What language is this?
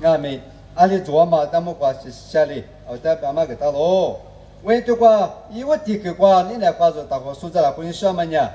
Lisu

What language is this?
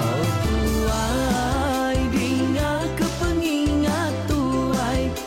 Iban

